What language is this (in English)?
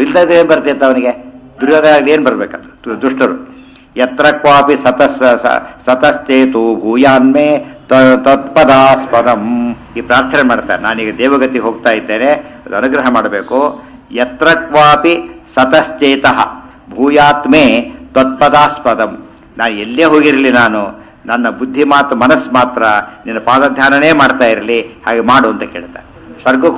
Kannada